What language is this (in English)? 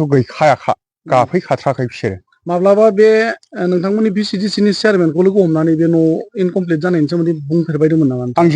Bodo